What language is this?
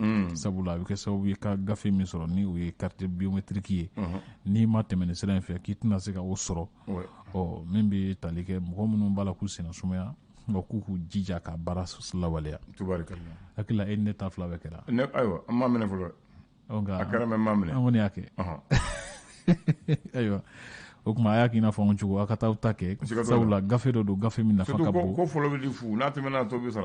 Bambara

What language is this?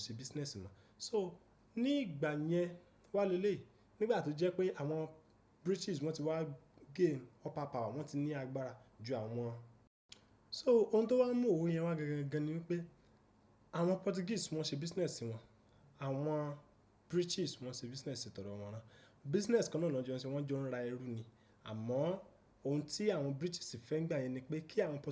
Yoruba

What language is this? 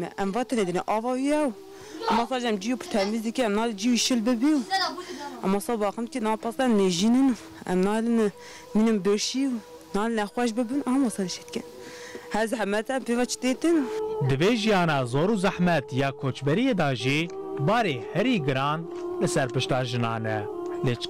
Kurdish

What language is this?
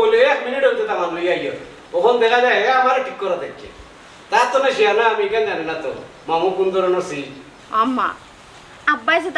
Sylheti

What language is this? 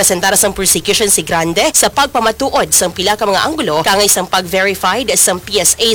Hiligaynon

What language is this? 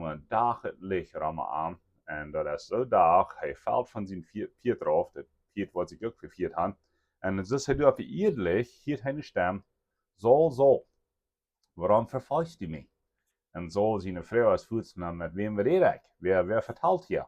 Plautdietsch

